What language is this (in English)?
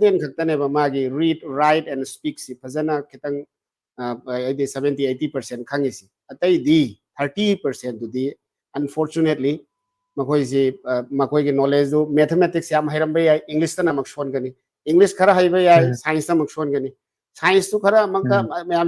Manipuri